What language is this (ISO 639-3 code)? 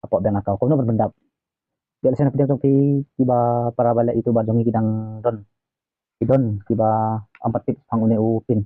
kha